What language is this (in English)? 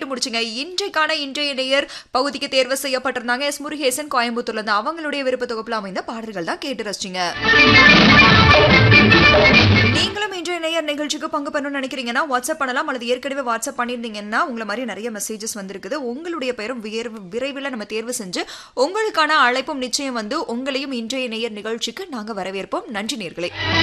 Tamil